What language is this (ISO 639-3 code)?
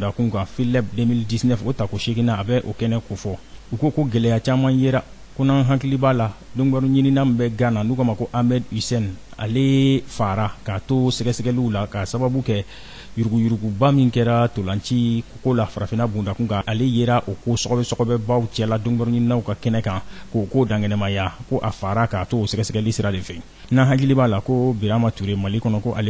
bam